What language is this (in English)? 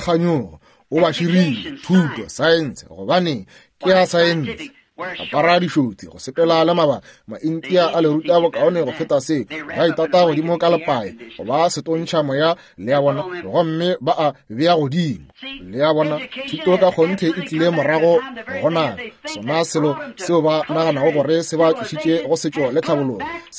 Northern Sotho